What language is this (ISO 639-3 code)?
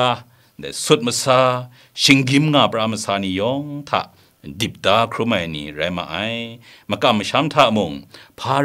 kac